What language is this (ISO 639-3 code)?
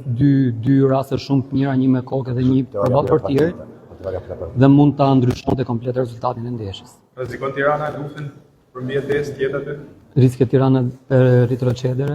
sqi